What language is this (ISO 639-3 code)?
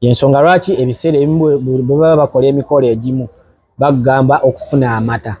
lug